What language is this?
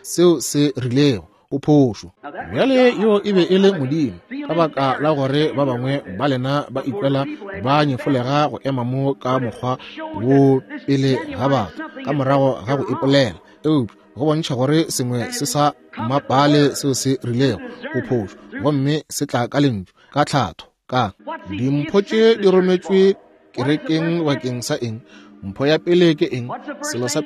Northern Sotho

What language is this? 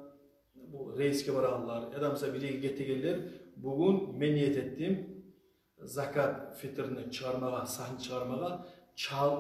Kumyk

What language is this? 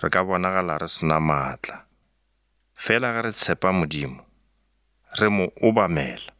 Northern Sotho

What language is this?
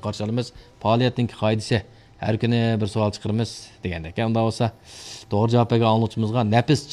Uyghur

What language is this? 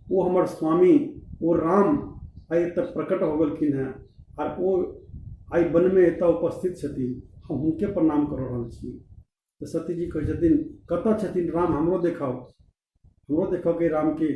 Maithili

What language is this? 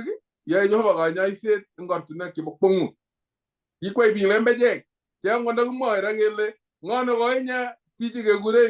Kalenjin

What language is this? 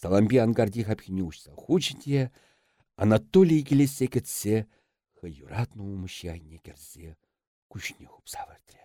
Chuvash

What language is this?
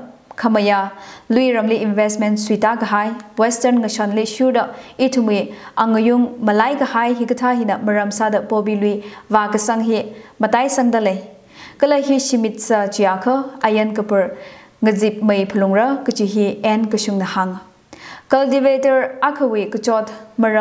Tangkhul Naga (India)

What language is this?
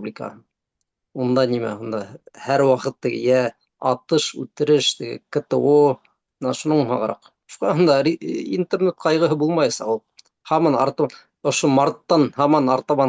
Bashkir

